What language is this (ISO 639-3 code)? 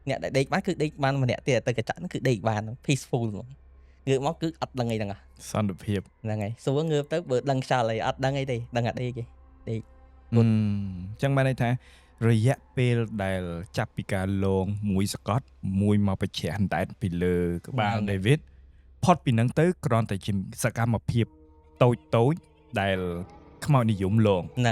khm